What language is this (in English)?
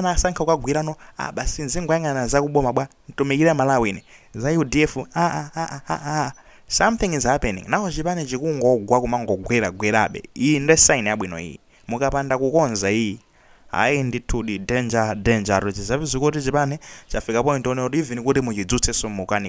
Nyanja